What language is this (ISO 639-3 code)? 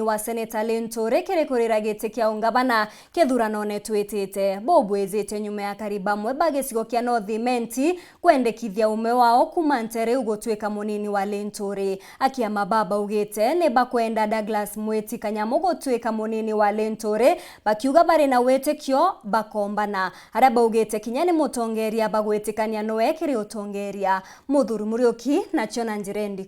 mer